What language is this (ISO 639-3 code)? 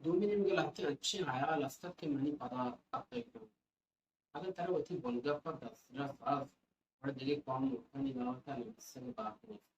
bal